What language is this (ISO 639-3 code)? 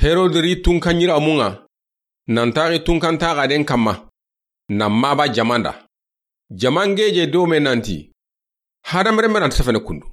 snk